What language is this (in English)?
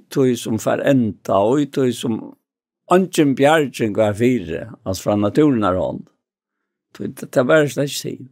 Faroese